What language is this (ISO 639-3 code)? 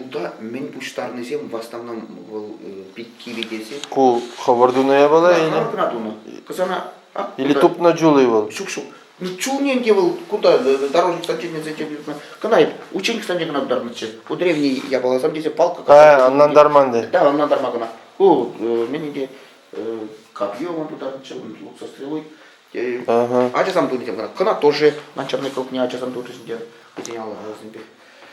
chv